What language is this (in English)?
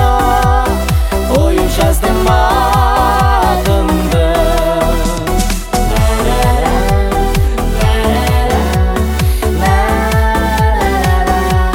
Kazakh